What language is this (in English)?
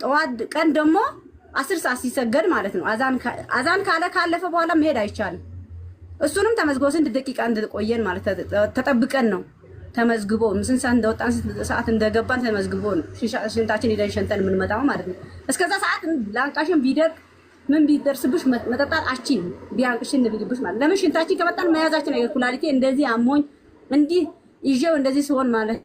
Amharic